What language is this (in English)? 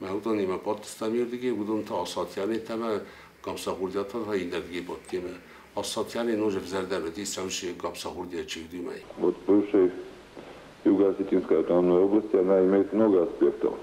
Ossetic